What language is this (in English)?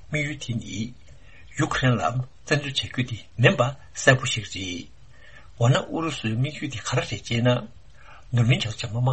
Tibetan